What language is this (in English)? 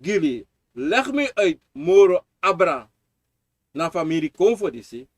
Sranan Tongo